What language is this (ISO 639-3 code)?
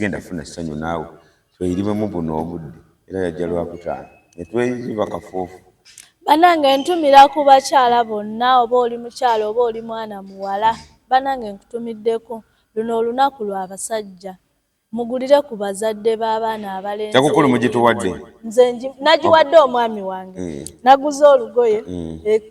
lug